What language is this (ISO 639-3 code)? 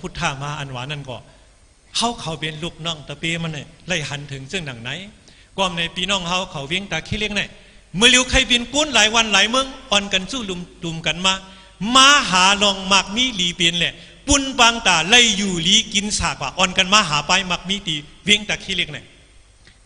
shn